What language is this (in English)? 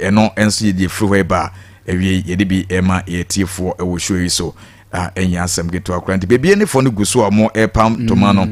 Akan